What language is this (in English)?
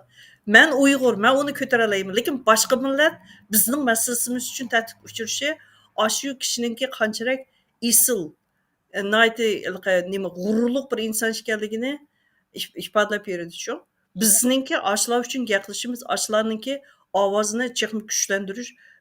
Uyghur